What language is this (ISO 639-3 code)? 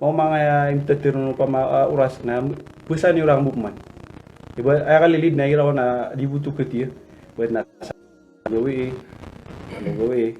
mrw